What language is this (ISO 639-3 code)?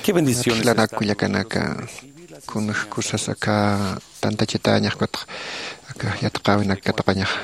aym